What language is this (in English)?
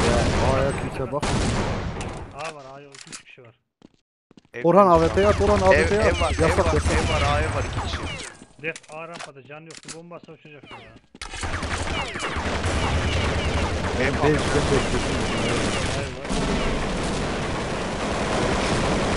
Turkish